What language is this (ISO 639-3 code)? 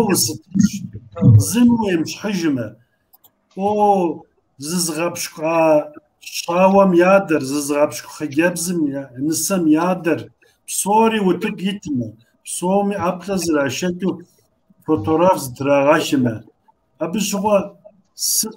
kbd